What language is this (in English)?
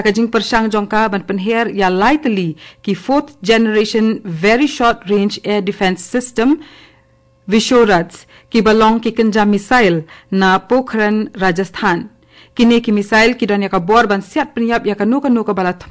Khasi